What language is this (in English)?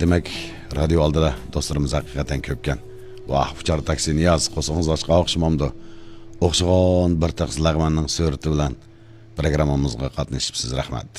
Uyghur